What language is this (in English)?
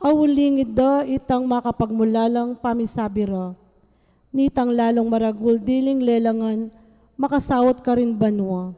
Pampanga